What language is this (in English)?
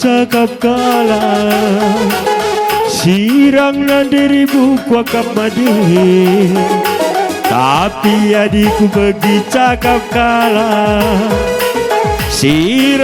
Batak Karo